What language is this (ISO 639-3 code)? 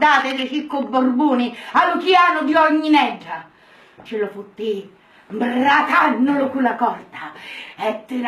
scn